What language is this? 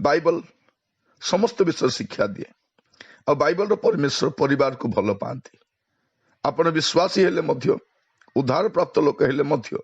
Odia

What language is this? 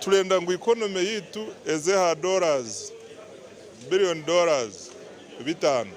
Nyankole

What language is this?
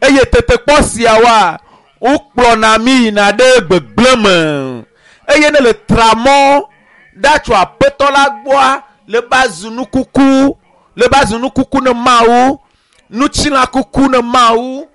Ewe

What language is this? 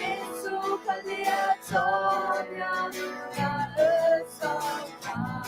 Akha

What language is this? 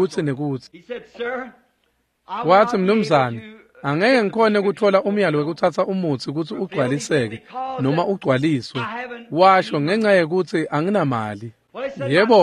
Swati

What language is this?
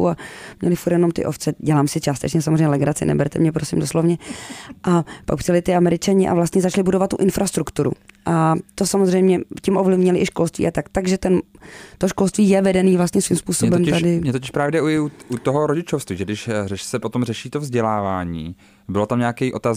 Czech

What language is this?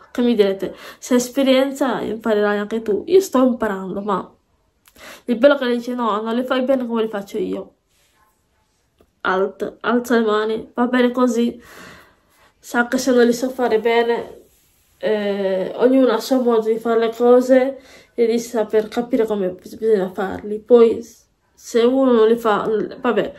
Italian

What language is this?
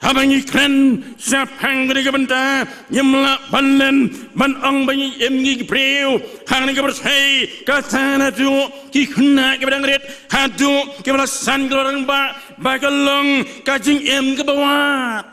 Khasi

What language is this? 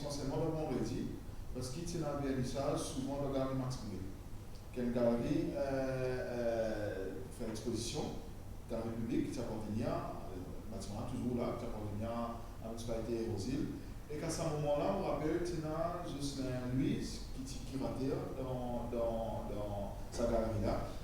Morisyen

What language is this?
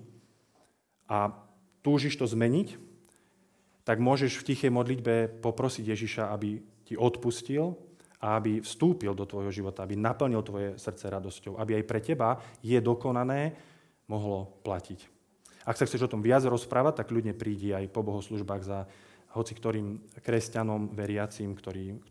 Slovak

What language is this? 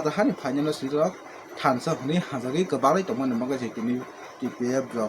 Kok Borok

